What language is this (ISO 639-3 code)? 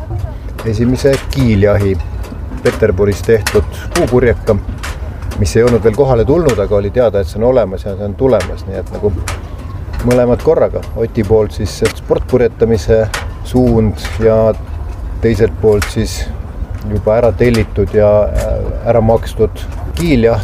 est